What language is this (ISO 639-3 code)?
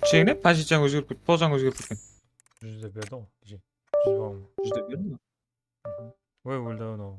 kaa